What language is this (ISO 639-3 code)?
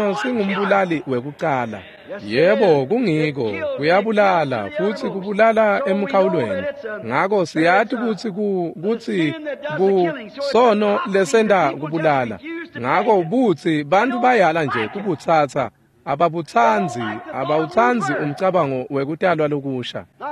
ssw